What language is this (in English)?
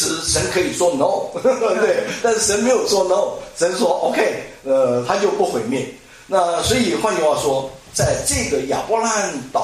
Chinese